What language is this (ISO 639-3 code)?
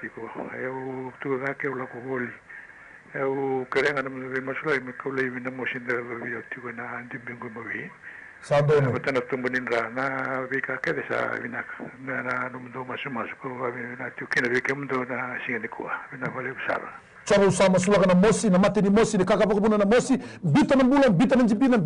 fij